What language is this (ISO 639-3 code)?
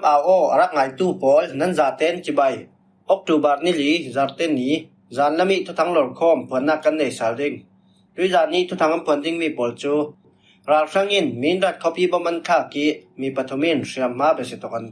cfm